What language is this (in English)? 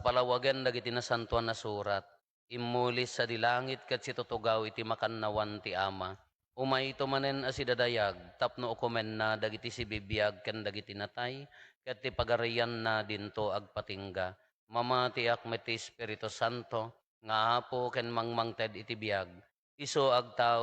Iloko